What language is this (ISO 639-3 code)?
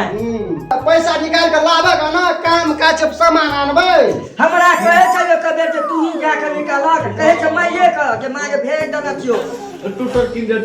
mai